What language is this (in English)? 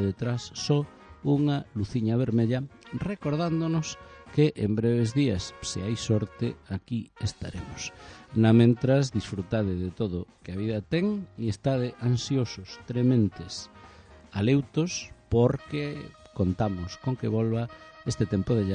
Galician